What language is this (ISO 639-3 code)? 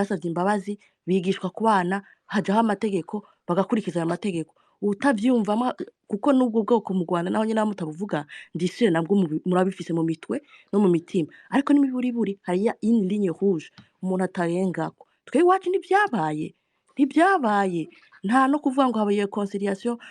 run